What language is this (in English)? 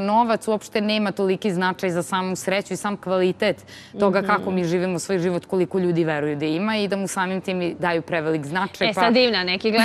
Serbian